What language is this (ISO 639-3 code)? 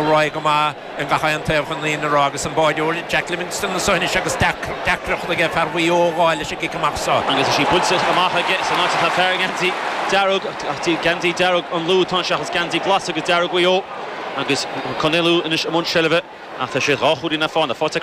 gle